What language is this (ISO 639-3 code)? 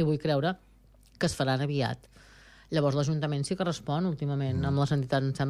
cat